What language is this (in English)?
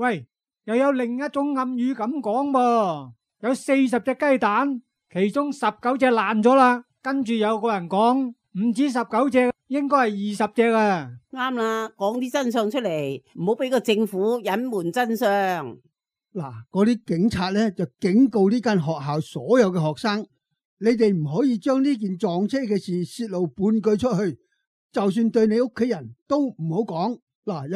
Cantonese